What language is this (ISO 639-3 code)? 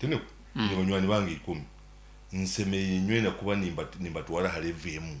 nyn